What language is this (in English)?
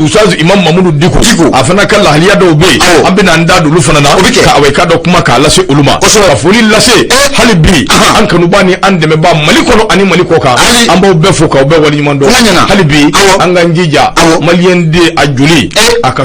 Bambara